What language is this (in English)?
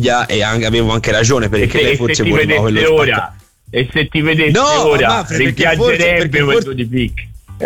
Italian